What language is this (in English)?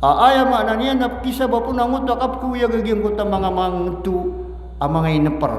Maranao